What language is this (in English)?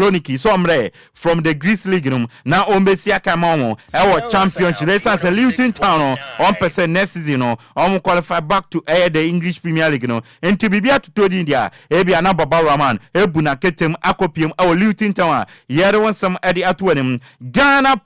Akan